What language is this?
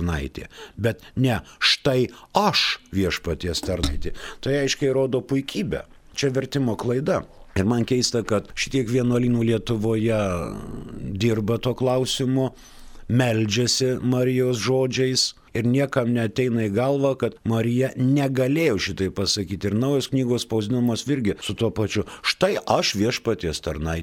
Lithuanian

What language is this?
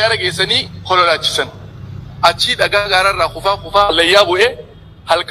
Oromo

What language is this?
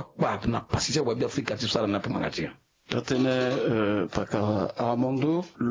Sango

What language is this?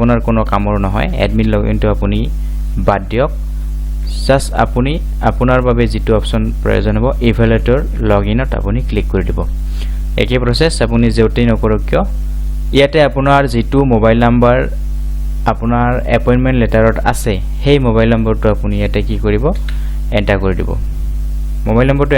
Assamese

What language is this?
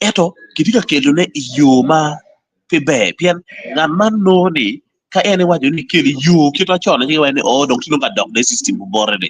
Acoli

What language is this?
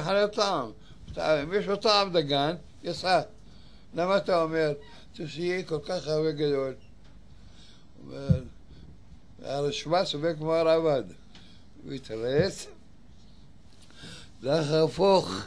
Hebrew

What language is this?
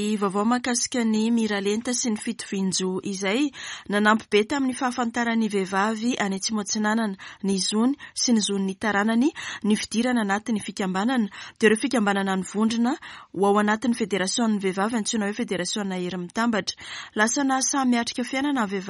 Malagasy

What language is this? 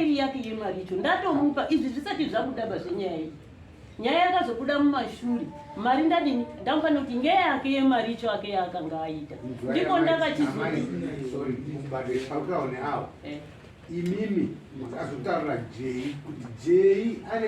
Shona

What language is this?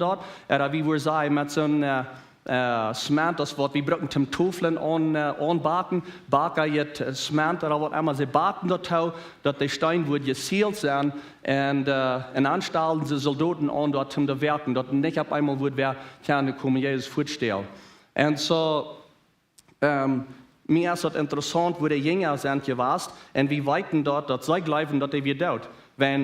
Plautdietsch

